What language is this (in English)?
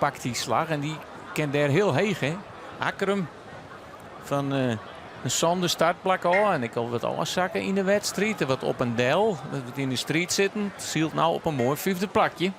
Western Frisian